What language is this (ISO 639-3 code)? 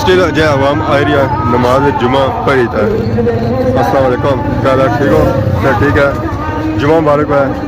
phr